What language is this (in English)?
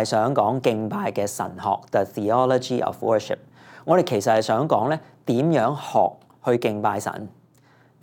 Cantonese